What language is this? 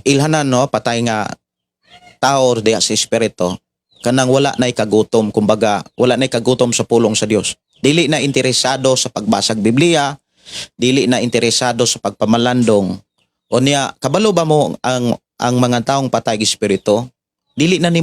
Cebuano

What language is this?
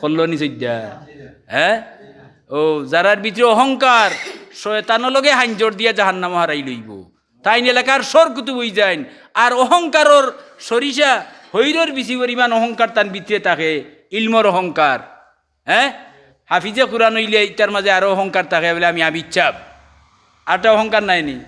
Sylheti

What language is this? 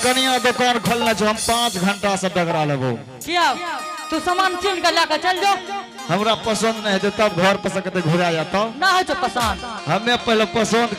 Angika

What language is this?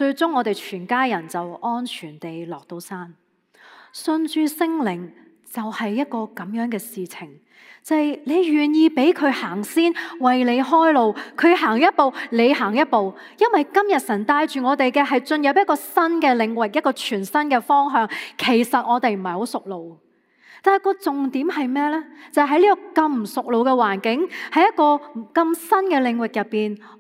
Cantonese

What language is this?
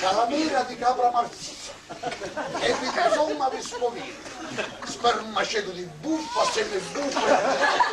Sicilian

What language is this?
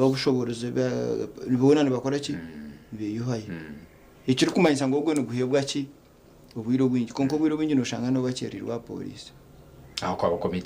Nyankole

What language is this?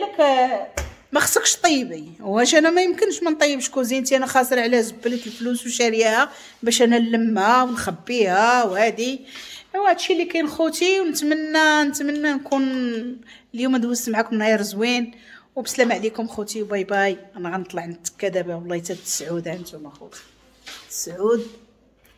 Moroccan Arabic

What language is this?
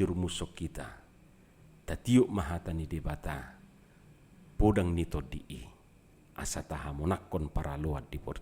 Batak Toba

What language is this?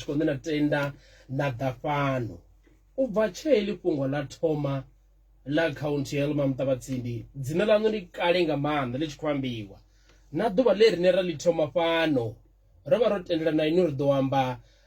Venda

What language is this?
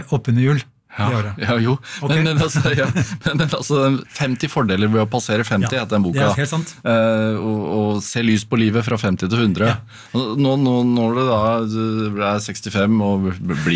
Norwegian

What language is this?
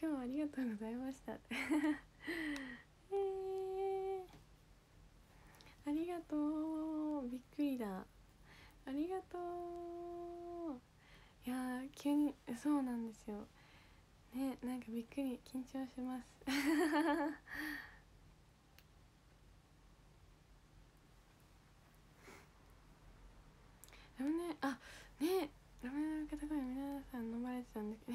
Japanese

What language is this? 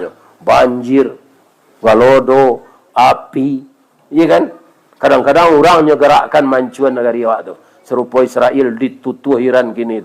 Minangkabau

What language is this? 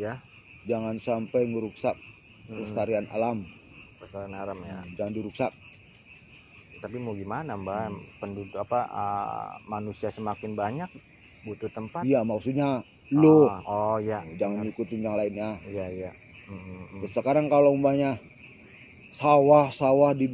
Indonesian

